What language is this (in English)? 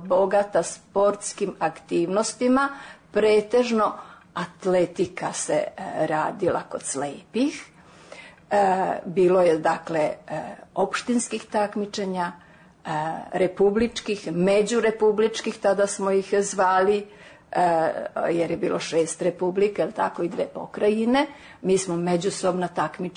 Serbian